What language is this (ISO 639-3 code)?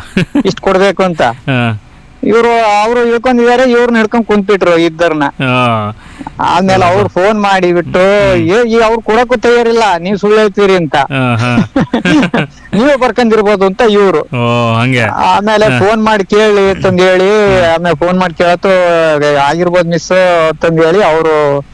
kan